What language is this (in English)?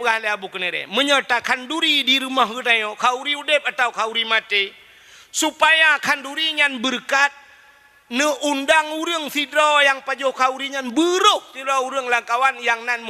Achinese